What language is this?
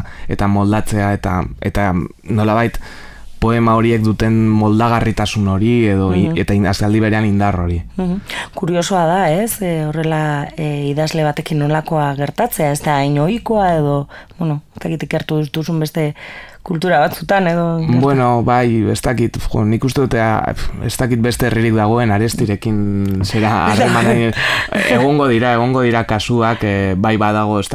Basque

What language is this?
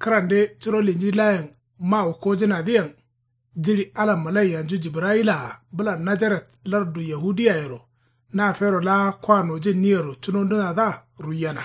Kanuri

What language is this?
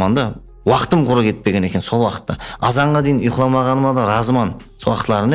Kara-Kalpak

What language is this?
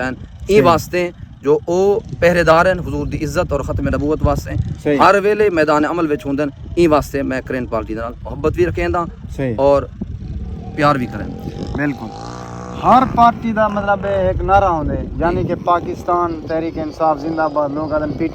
Saraiki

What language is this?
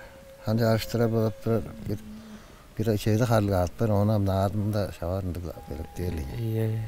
Tuvinian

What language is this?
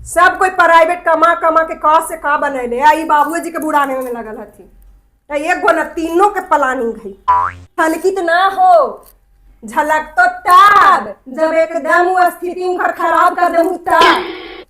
Magahi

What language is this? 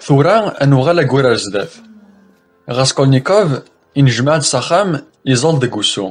Kabyle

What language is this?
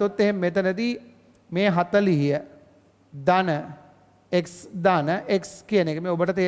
Sinhala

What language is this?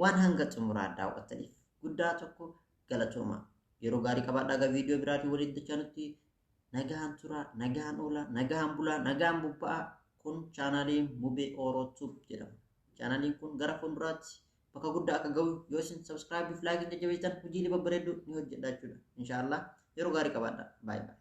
Oromo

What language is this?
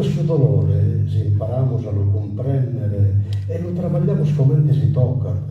Sardinian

